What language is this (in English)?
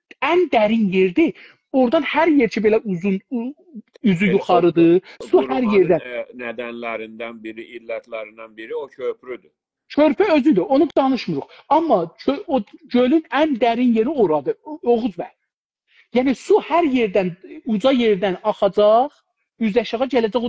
South Azerbaijani